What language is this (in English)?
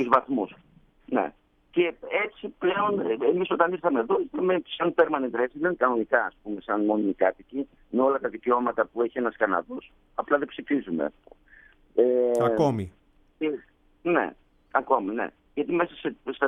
Greek